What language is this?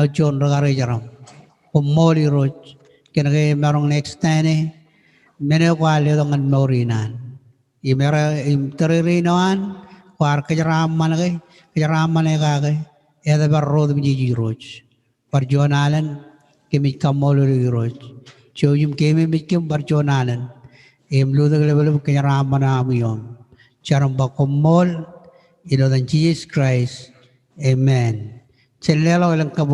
Marshallese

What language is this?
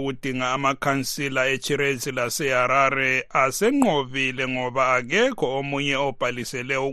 North Ndebele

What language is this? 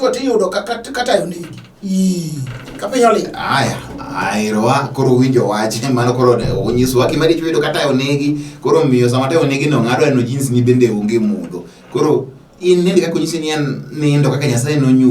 Luo (Kenya and Tanzania)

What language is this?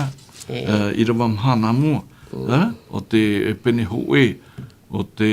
Tahitian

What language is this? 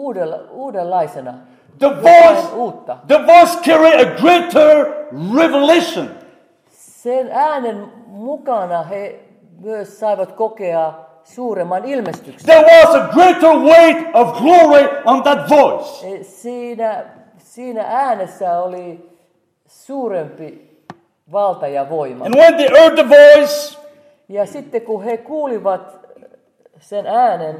Finnish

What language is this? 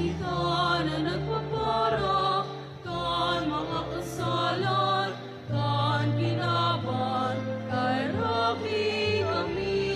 Bikol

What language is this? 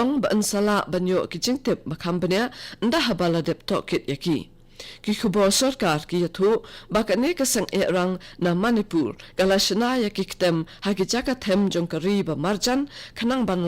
Khasi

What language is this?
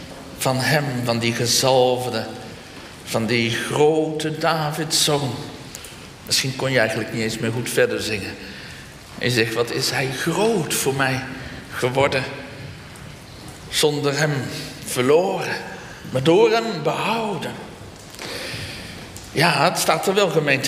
Dutch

